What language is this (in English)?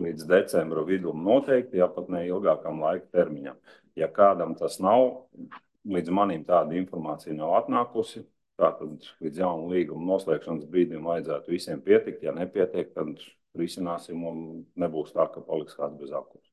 Latvian